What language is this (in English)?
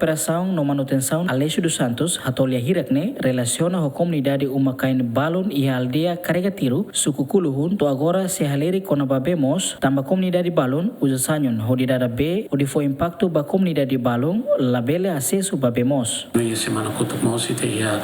Tetum